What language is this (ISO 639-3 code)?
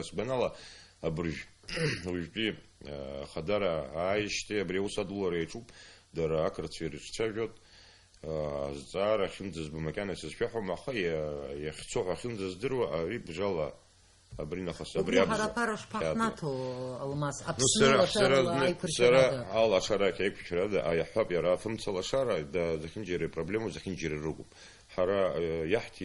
abk